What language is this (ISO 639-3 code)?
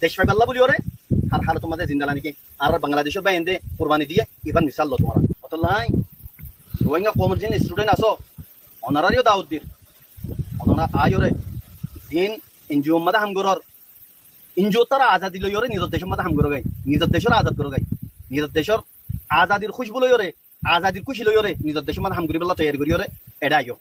rhg